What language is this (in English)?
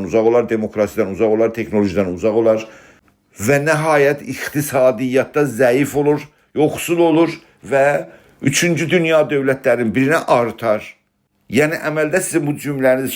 South Azerbaijani